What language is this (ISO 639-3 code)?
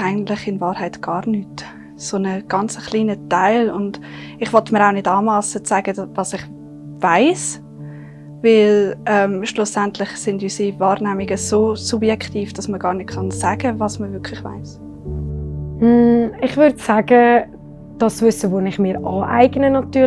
gsw